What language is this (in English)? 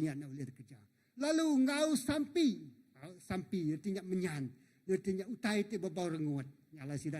Iban